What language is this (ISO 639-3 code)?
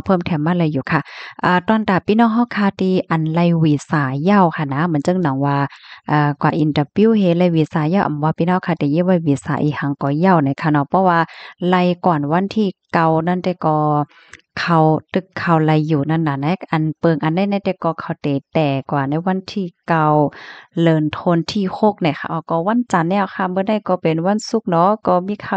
shn